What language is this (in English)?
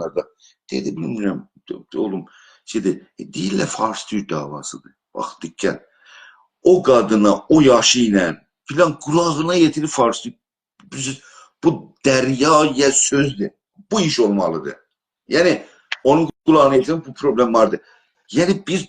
South Azerbaijani